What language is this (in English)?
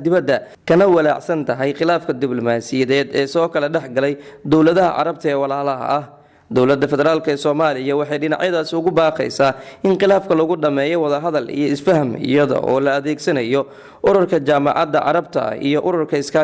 Somali